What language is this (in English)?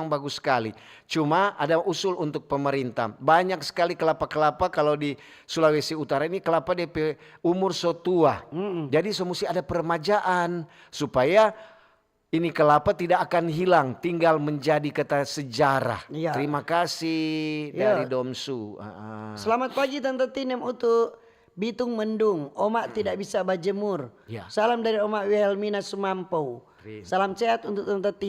Manado Malay